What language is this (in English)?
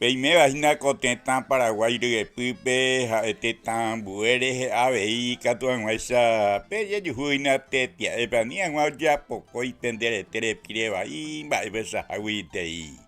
Guarani